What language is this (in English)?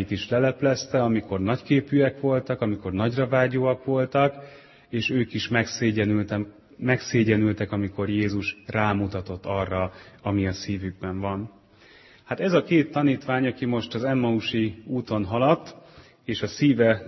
Hungarian